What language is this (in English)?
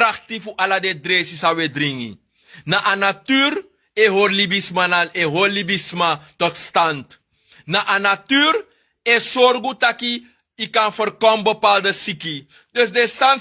Sranan Tongo